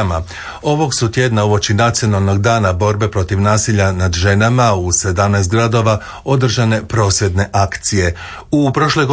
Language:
Croatian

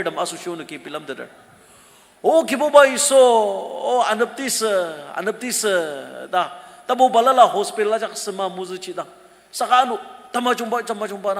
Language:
Ao Naga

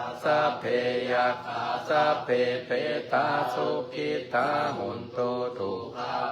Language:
Pali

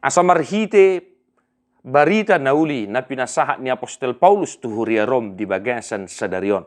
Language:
Batak Toba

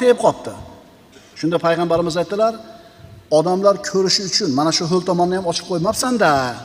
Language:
Uzbek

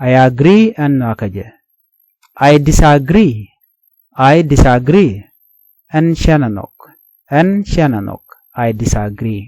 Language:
Nuer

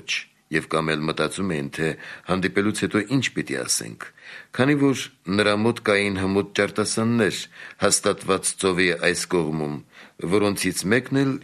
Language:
Armenian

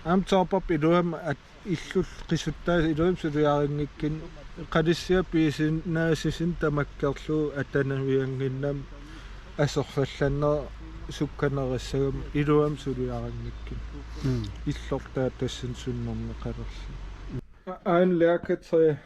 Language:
Kalaallisut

